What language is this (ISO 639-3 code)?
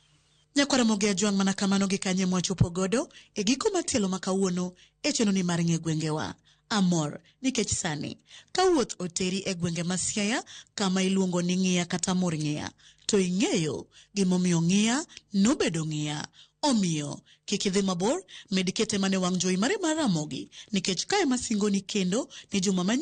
luo